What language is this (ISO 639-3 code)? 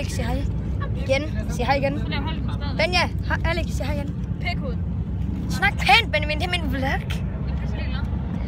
dan